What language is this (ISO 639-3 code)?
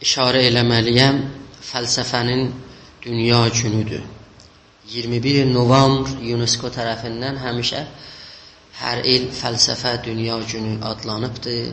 azb